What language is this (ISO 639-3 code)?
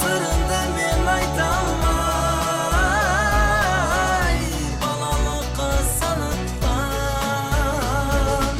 kaa